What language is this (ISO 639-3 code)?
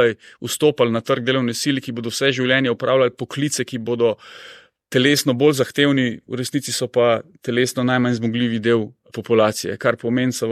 slv